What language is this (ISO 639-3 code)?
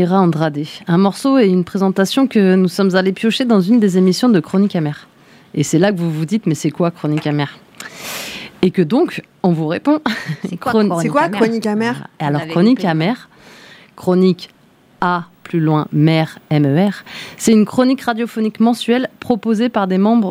fra